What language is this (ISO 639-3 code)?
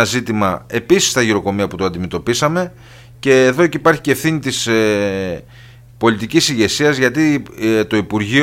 ell